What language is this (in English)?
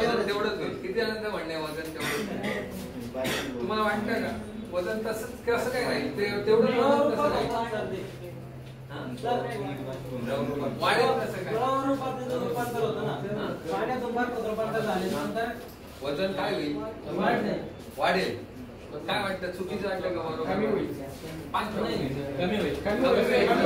Marathi